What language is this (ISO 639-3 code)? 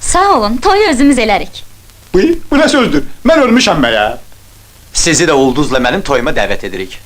aze